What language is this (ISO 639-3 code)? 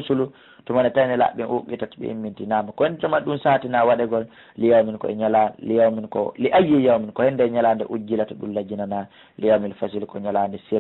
ful